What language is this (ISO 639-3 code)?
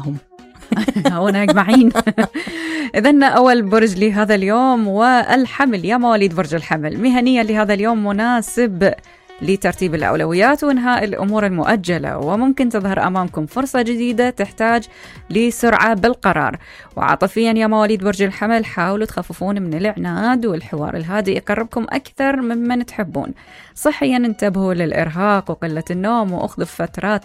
acm